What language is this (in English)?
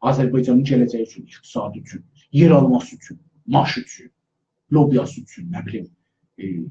South Azerbaijani